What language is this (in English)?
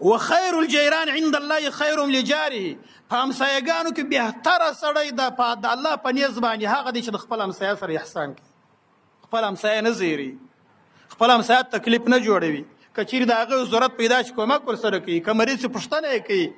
Pashto